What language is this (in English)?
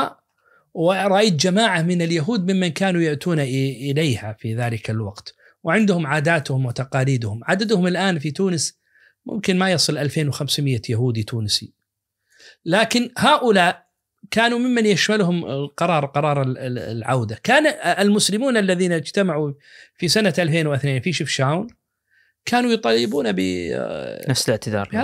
Najdi Arabic